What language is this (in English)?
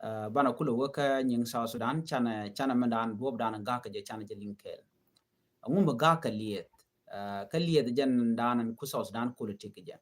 Nuer